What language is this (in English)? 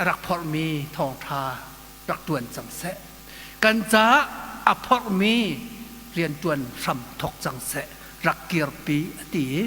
Hakha Chin